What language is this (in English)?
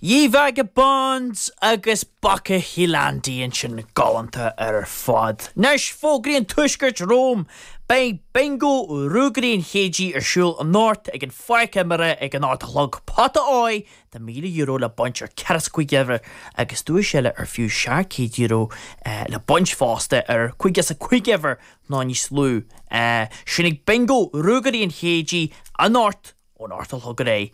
Irish